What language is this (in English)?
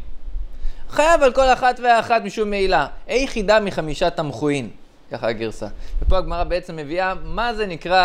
Hebrew